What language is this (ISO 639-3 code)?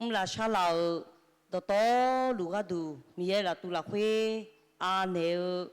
ahk